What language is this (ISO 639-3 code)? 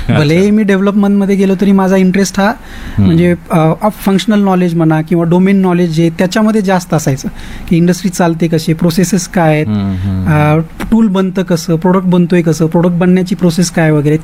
mar